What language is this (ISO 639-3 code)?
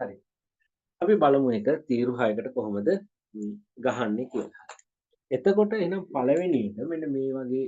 sin